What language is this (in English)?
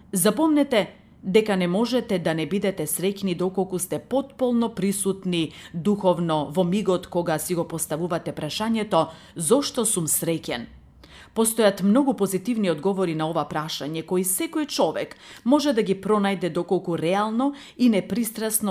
Macedonian